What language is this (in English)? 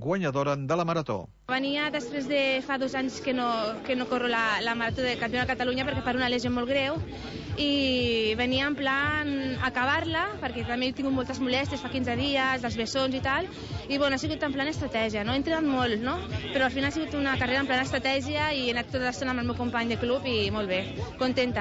Catalan